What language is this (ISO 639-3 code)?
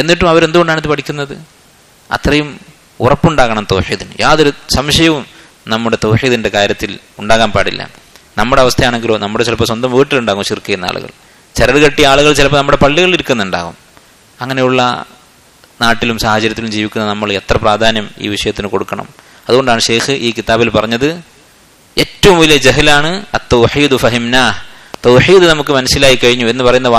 mal